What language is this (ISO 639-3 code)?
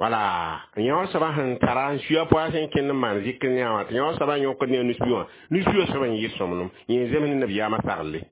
mos